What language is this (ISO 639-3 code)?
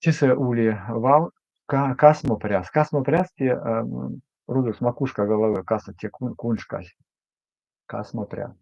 myv